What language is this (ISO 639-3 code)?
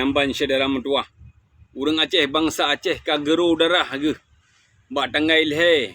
ace